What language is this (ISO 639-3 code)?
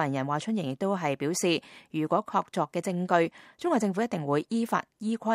yue